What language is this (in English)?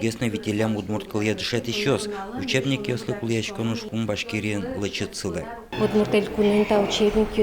Udmurt